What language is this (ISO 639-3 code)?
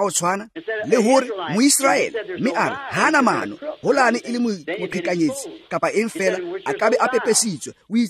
tsn